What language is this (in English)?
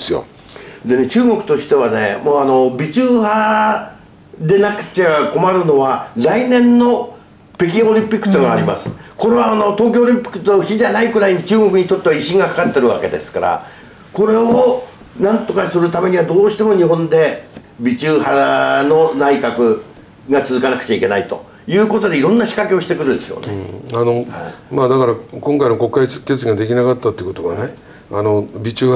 Japanese